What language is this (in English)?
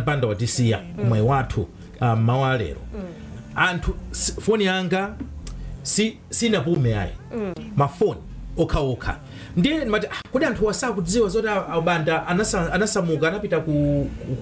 Nyanja